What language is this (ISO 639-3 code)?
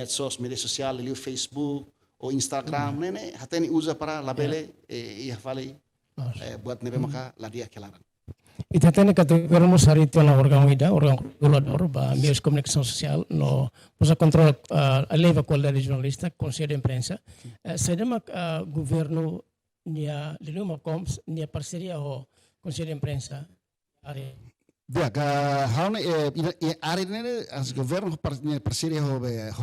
tet